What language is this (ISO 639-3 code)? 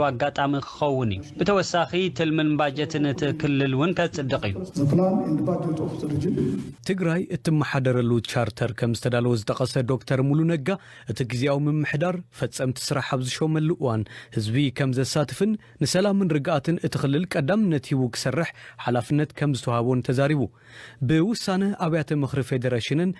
tir